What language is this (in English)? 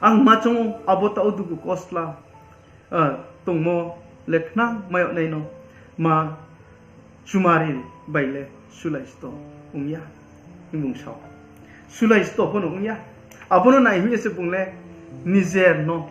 Riang (India)